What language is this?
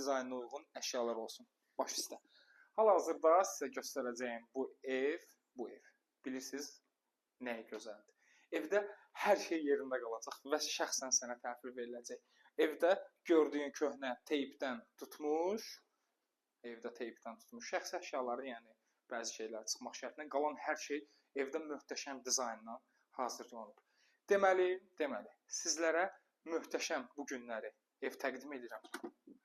Azerbaijani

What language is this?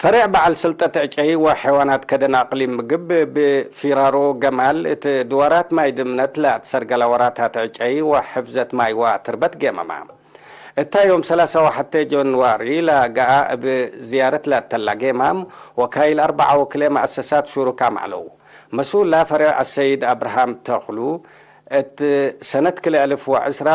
Tigre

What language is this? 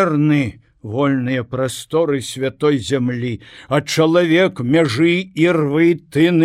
Belarusian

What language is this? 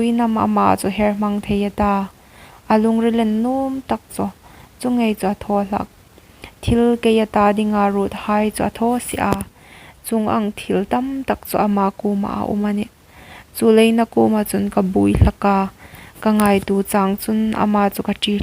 Hmar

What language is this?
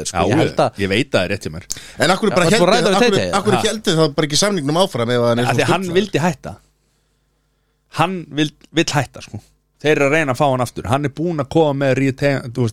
Icelandic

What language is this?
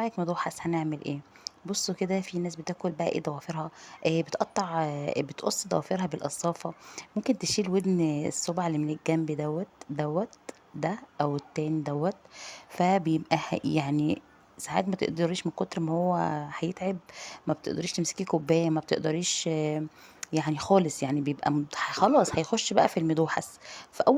Egyptian Arabic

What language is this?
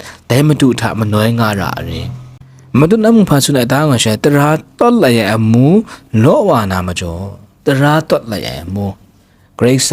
Kachin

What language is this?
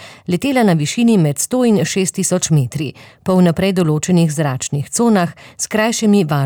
Slovenian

